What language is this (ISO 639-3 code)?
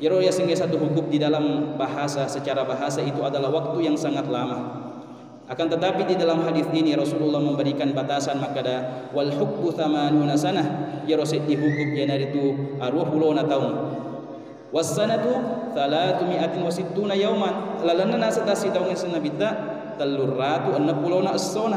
bug